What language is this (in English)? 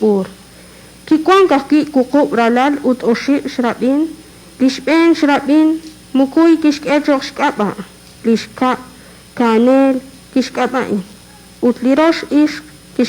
Kekchí